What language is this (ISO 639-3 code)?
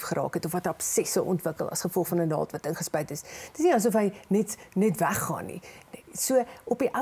afr